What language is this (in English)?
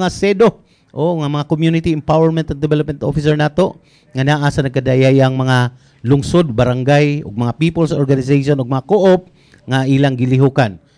Cebuano